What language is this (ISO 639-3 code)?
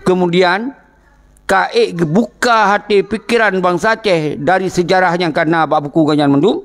ace